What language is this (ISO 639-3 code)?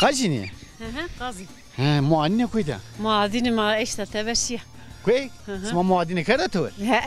zza